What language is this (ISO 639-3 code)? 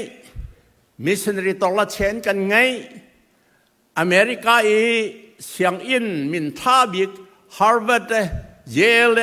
cnh